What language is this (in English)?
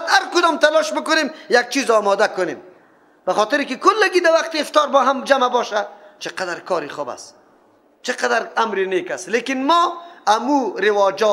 Persian